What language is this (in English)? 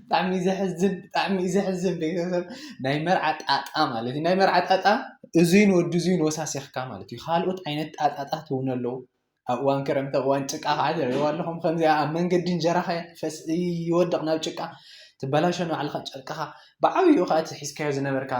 Tigrinya